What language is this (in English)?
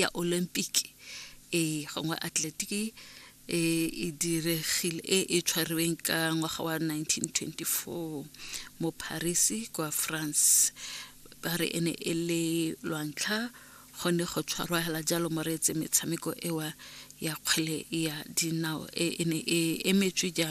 Tswana